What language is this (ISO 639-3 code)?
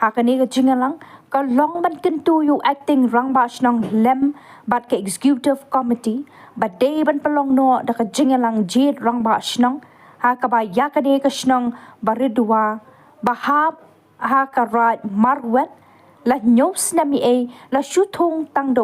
kha